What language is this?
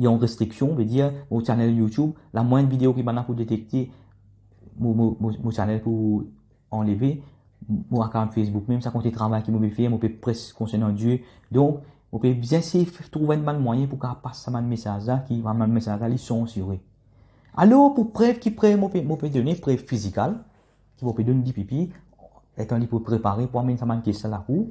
Morisyen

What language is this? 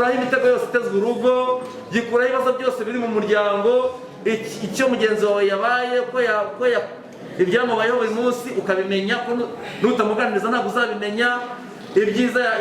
Kinyarwanda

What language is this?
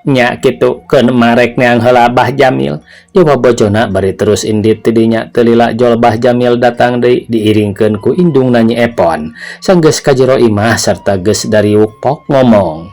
Sundanese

